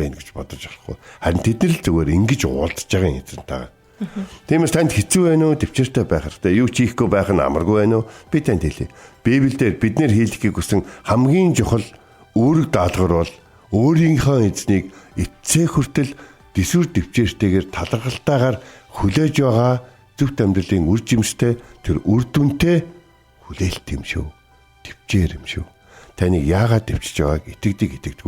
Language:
Mongolian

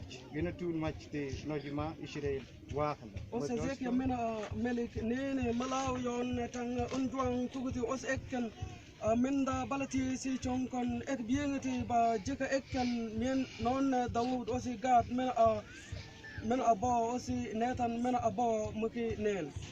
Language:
Mabaan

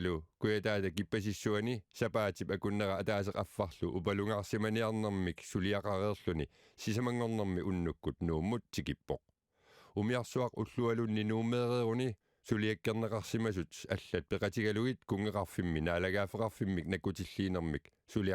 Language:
Kalaallisut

